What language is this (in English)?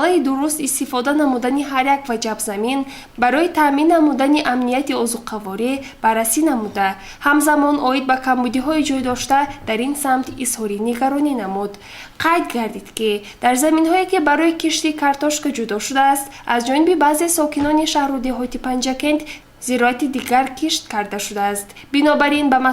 Tajik